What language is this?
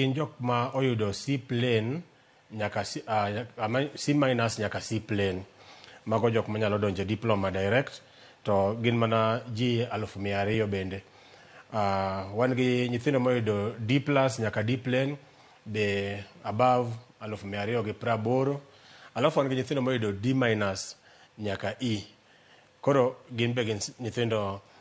Luo (Kenya and Tanzania)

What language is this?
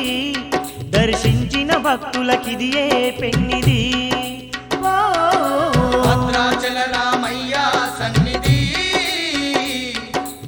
Telugu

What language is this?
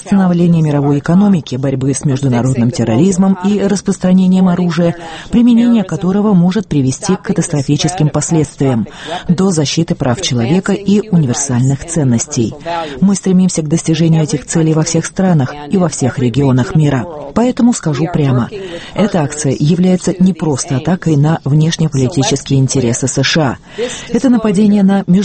Russian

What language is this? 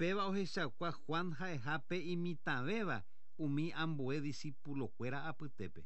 Guarani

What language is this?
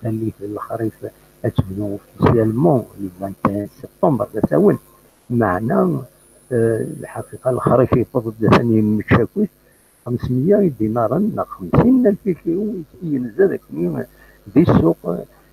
Kabyle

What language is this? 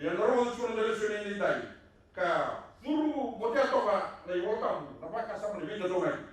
Fijian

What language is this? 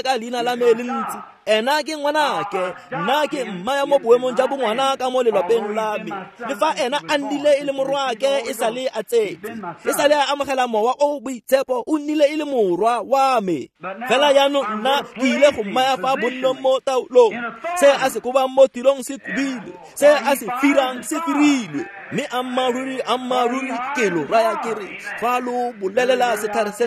Tswana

